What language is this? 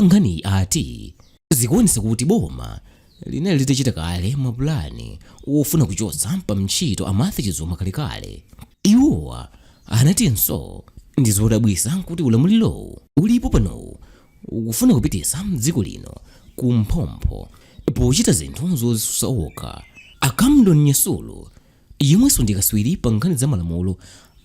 Nyanja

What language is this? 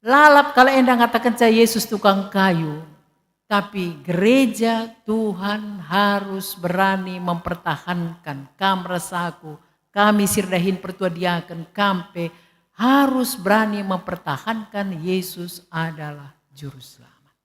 Batak Karo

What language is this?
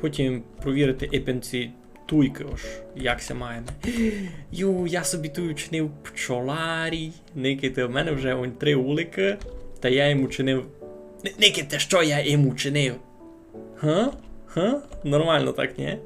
Rusyn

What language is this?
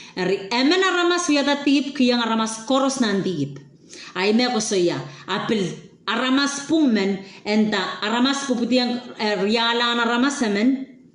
Pohnpeian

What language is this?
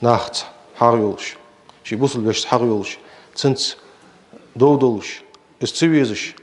Ingush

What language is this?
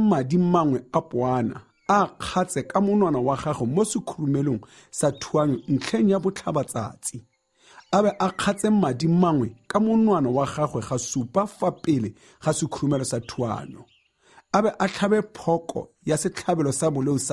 Tswana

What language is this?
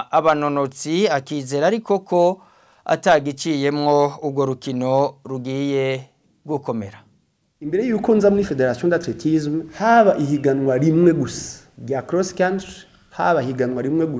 Rundi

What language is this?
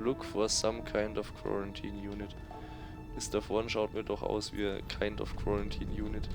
Bavarian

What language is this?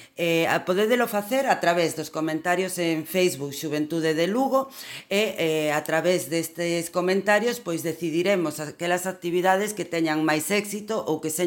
Galician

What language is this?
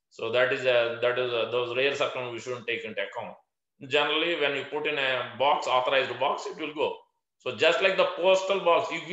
English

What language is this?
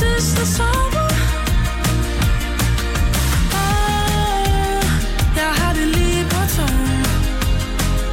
Danish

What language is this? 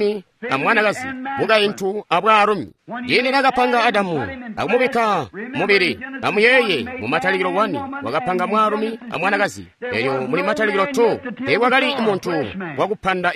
Tonga (Zambia)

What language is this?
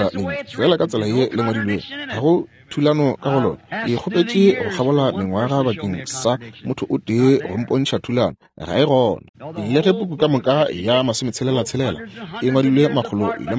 Northern Sotho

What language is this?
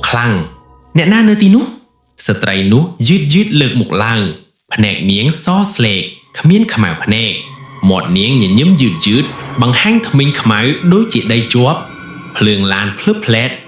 Khmer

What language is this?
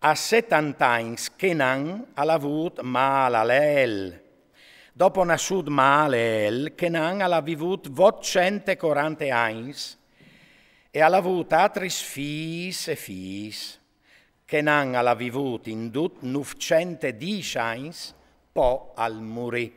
Friulian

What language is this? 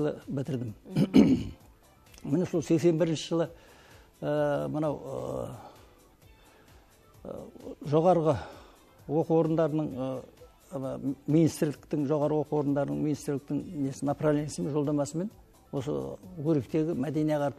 Kazakh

